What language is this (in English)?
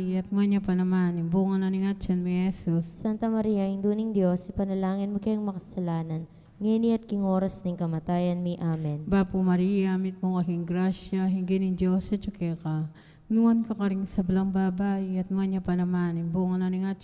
Pampanga